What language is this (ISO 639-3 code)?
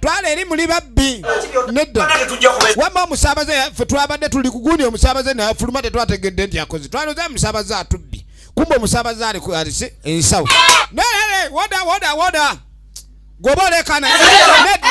lug